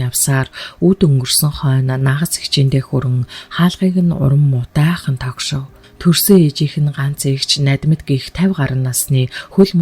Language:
Mongolian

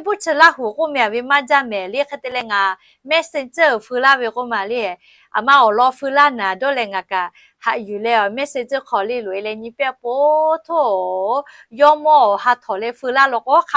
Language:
Lahu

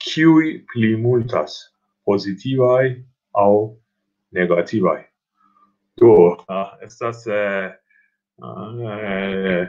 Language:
Esperanto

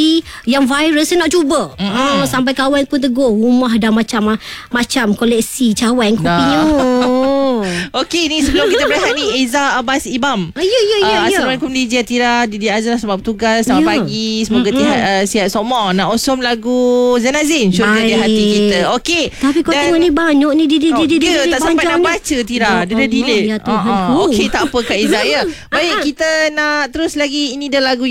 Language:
Malay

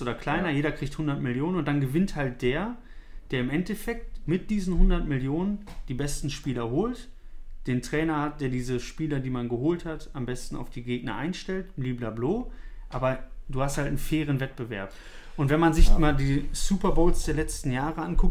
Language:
German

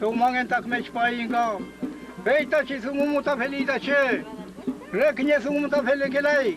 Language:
Mapuche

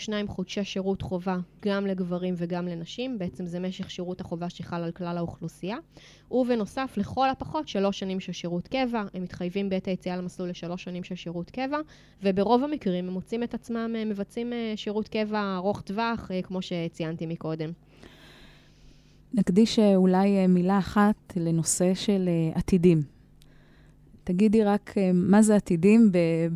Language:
Hebrew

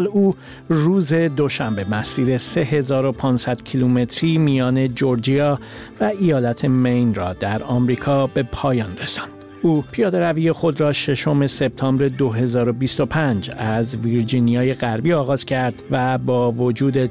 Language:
Persian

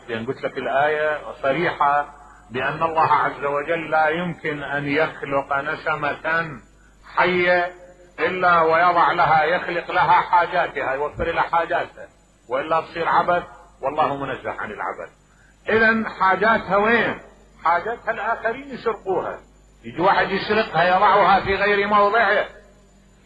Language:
Mesopotamian Arabic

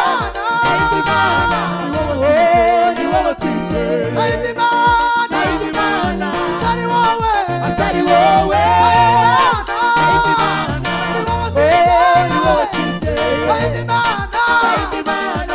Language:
Kinyarwanda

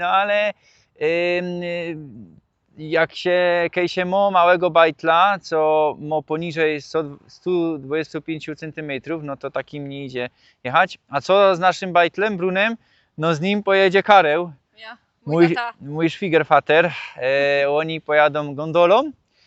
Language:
Silesian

